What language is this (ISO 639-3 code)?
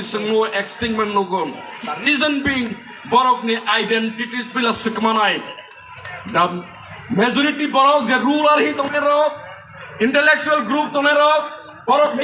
trp